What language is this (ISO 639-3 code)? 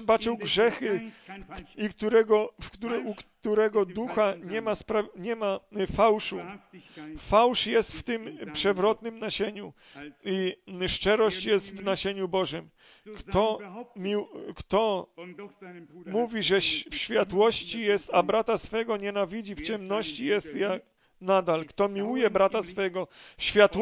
pol